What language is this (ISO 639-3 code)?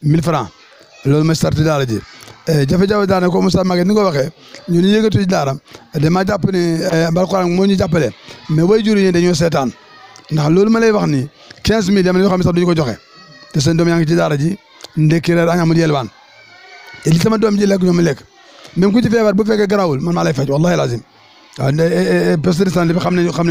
wol